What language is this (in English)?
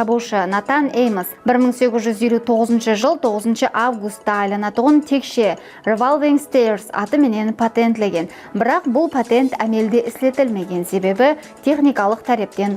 Kara-Kalpak